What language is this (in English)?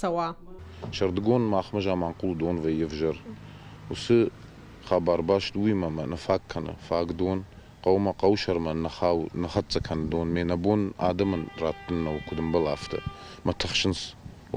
Ossetic